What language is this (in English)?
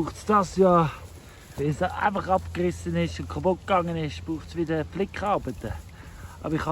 Swiss German